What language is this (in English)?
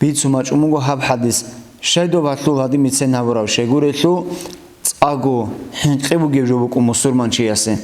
Avaric